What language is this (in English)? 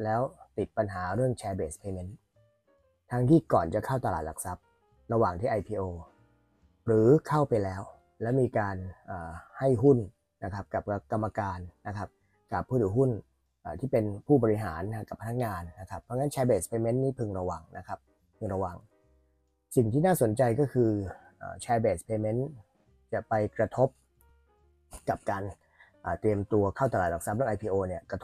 Thai